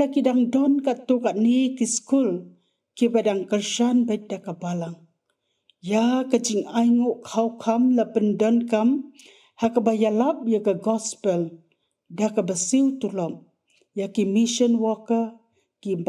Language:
Khasi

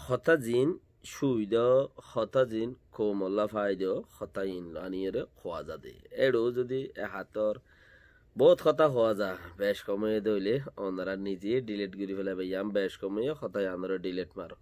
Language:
Rohingya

